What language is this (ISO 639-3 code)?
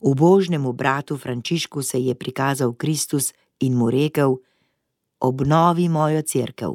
slv